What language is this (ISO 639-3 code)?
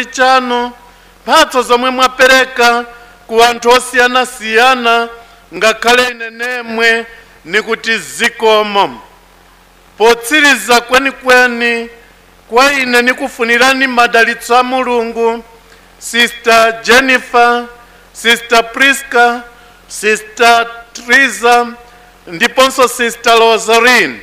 nya